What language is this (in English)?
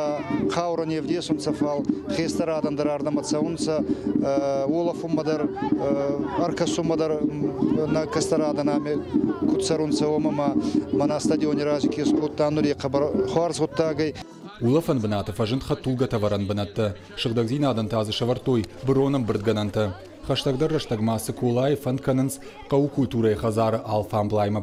Ossetic